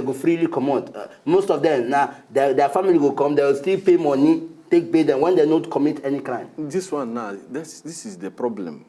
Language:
Nigerian Pidgin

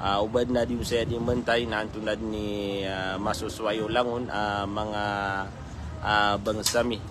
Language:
Maranao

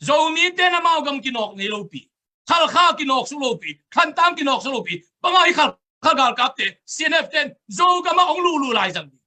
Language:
Tedim Chin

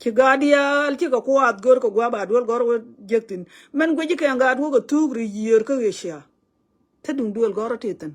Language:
Nuer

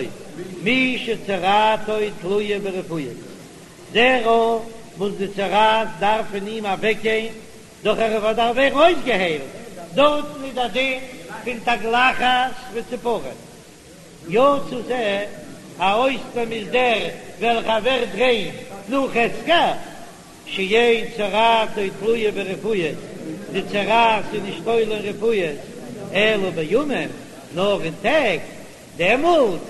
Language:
Yiddish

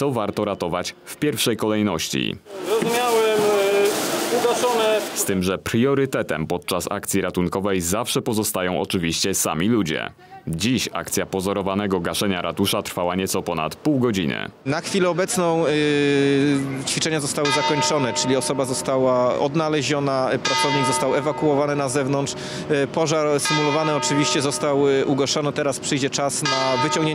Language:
Polish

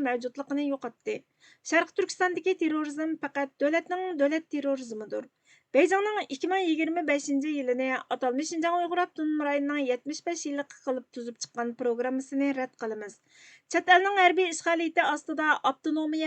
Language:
Uyghur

